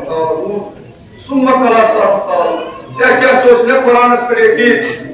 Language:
Kashmiri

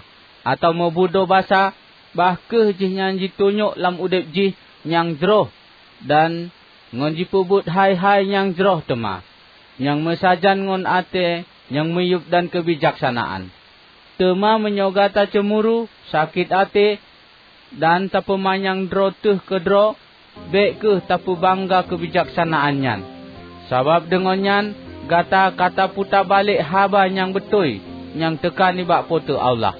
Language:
Achinese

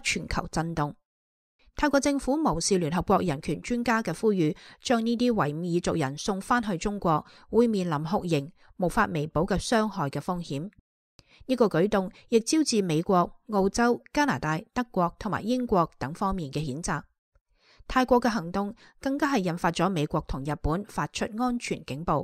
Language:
Cantonese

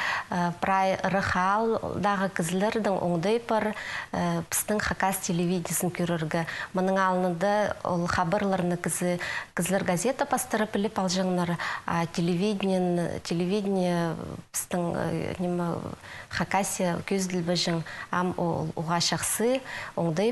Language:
Khakas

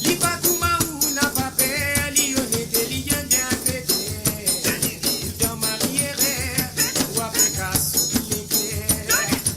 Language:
Morisyen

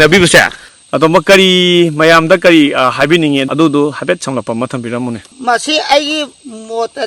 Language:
Manipuri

